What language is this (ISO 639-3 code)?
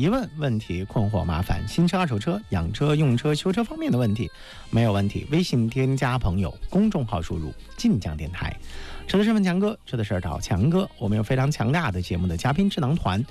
zho